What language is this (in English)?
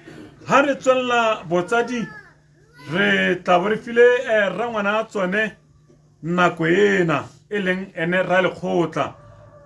Tswana